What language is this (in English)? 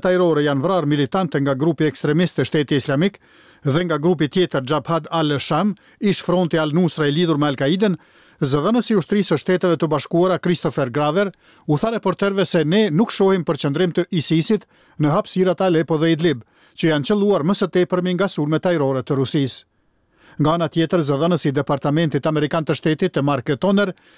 Albanian